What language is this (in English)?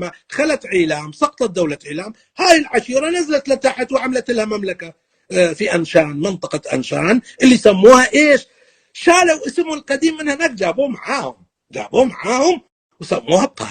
North Levantine Arabic